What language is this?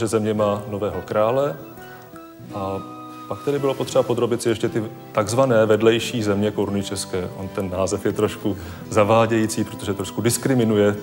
Czech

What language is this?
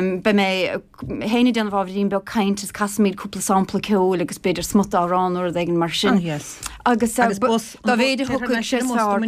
Irish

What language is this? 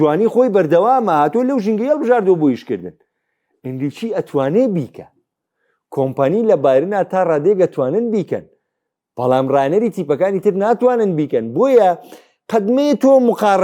Central Kurdish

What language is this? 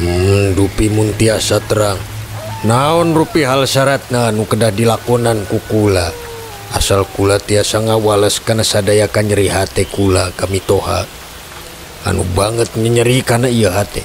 Sundanese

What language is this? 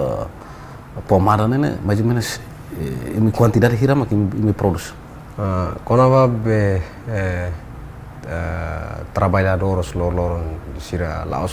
Tetum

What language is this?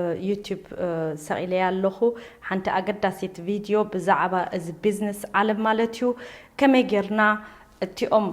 Tigrinya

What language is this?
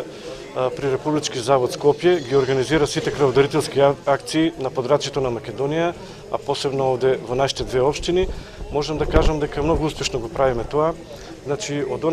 Macedonian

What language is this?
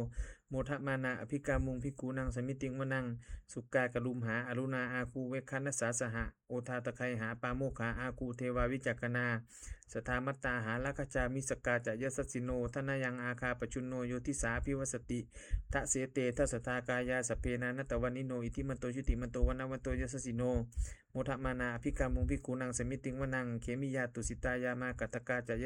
Pali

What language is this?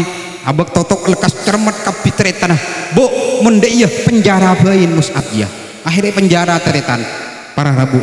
Madurese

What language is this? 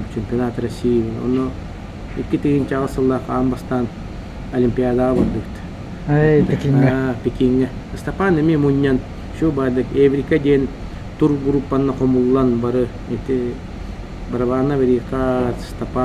Yakut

